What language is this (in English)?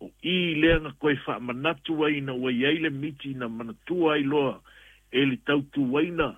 Samoan